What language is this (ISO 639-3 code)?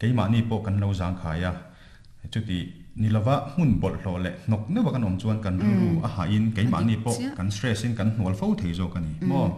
lus